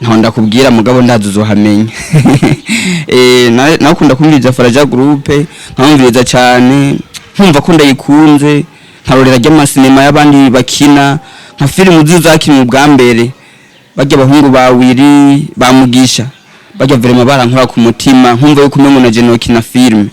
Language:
Rundi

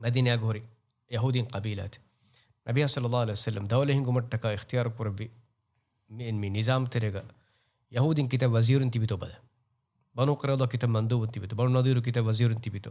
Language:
Divehi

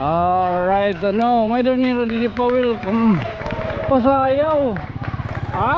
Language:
Waray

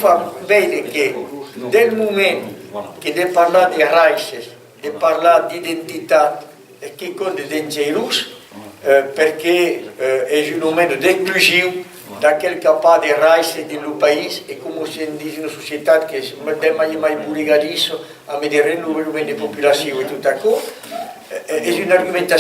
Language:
Occitan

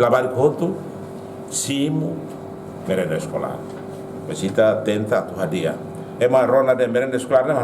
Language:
Tetum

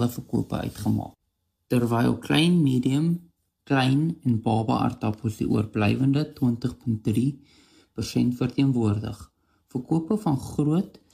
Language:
Afrikaans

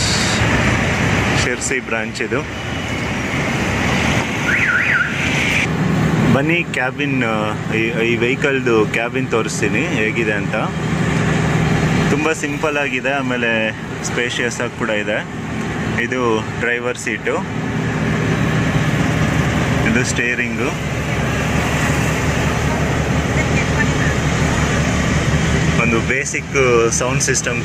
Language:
Kannada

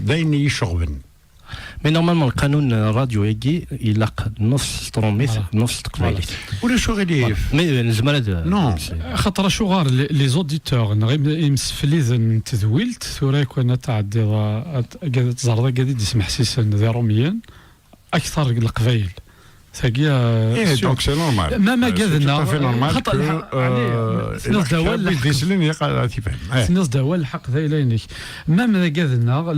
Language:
Kabyle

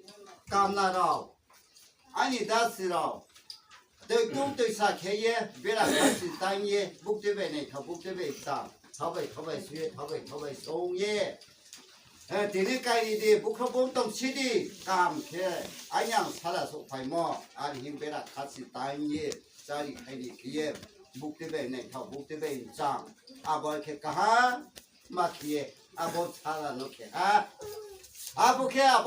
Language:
Riang (India)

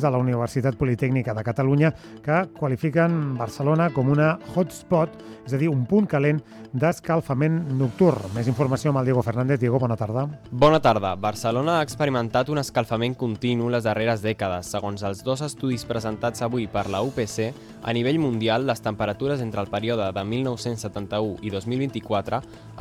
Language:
Catalan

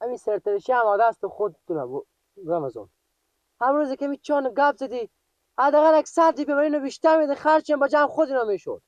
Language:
Persian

